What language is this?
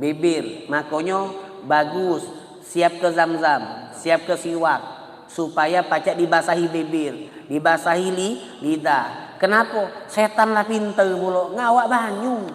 Musi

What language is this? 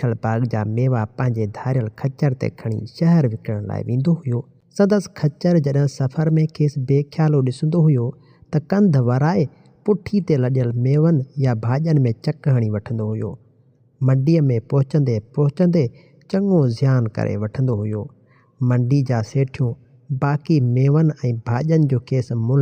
Sindhi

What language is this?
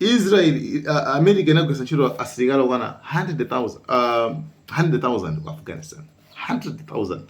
Nyanja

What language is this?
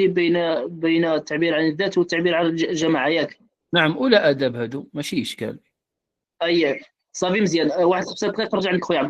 Moroccan Arabic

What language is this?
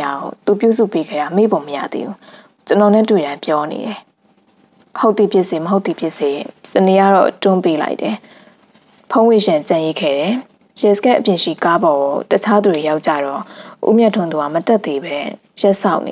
Burmese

